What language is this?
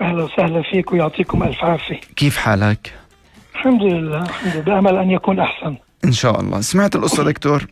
North Levantine Arabic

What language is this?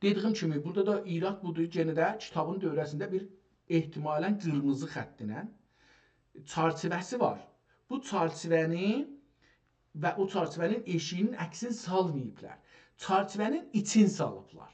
South Azerbaijani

